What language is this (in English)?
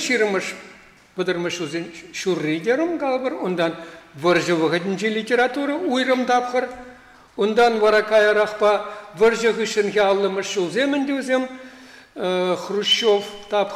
Chuvash